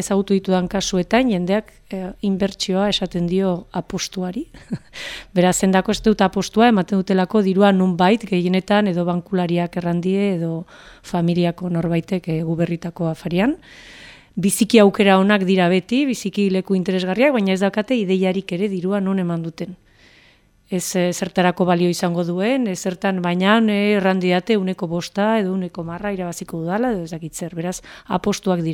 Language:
Basque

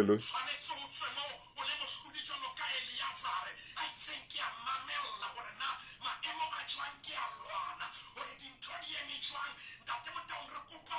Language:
Southern Sotho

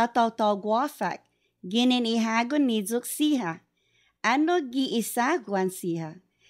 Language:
Chamorro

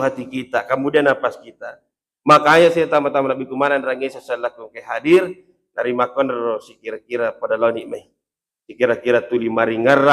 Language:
Buginese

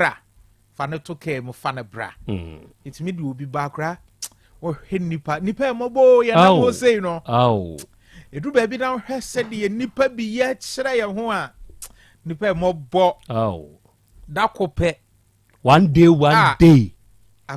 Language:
Akan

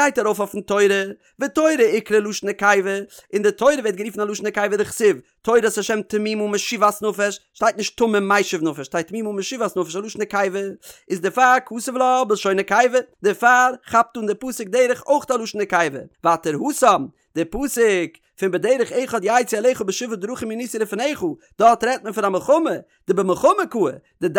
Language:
Yiddish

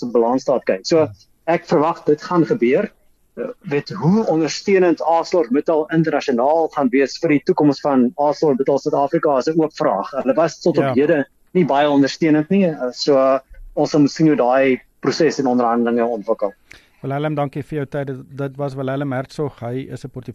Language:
Afrikaans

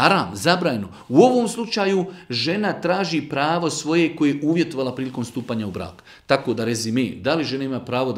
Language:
Bosnian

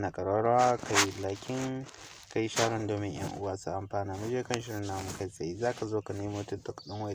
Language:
Hausa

